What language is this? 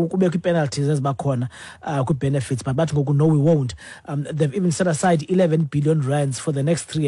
Xhosa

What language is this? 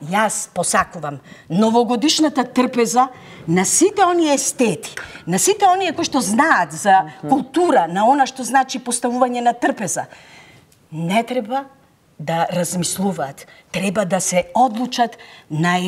Macedonian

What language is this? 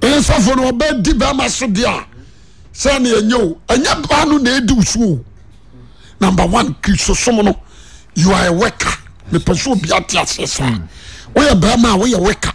Akan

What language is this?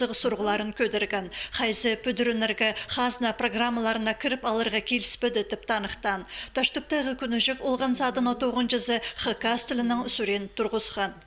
Khakas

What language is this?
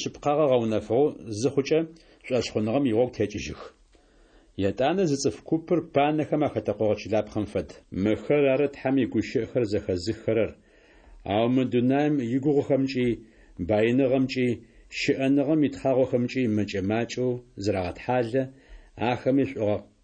Adyghe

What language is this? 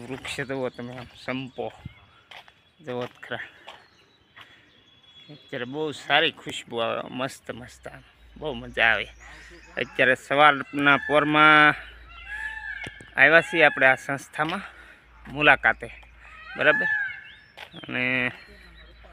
Gujarati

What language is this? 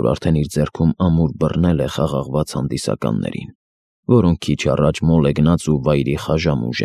Armenian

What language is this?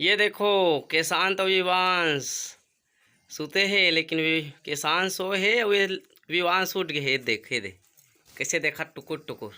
Chhattisgarhi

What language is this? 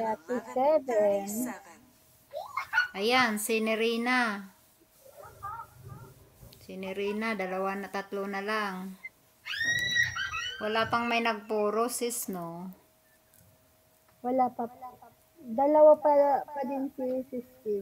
Filipino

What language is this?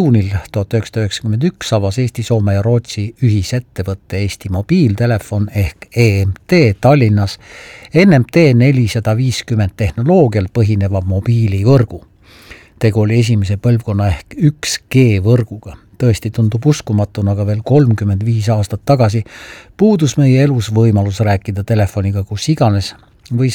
Estonian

